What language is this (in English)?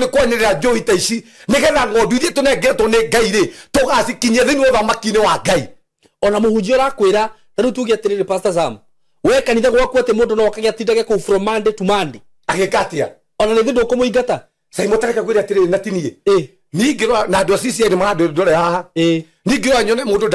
Kikuyu